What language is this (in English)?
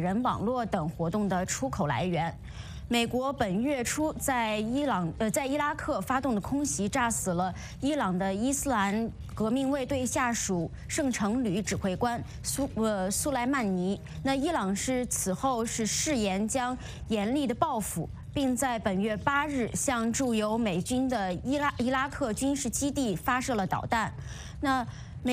Chinese